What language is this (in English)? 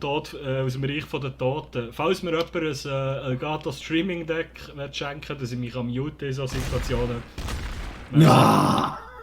Swiss German